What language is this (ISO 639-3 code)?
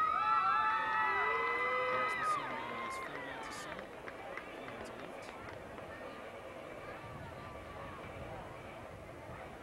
eng